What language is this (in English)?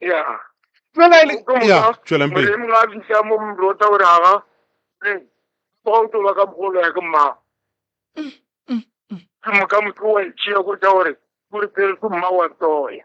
Northern Sotho